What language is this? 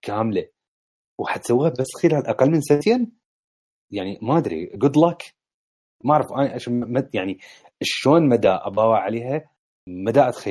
Mesopotamian Arabic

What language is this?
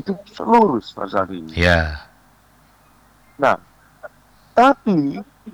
Indonesian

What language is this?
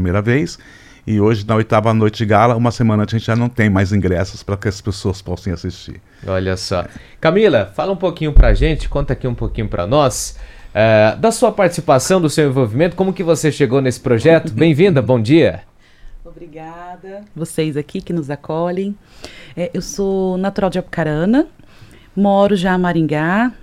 Portuguese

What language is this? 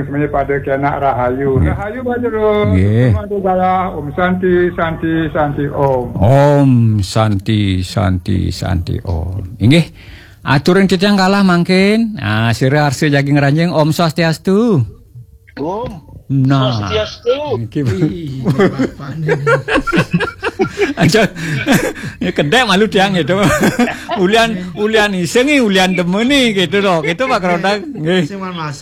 Balinese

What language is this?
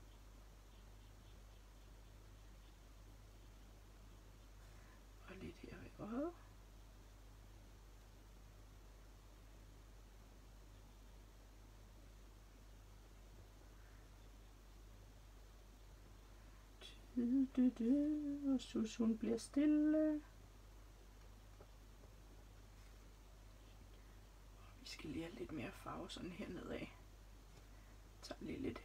Danish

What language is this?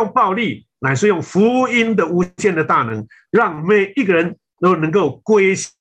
Chinese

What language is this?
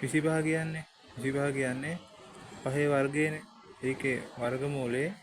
Sinhala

